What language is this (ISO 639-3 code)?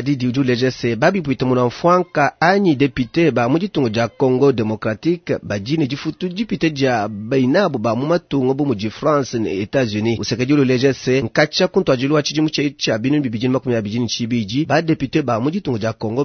lua